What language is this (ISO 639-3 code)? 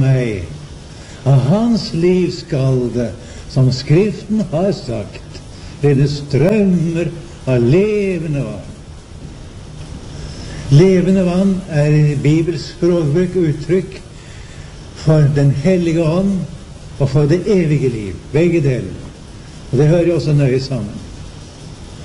nor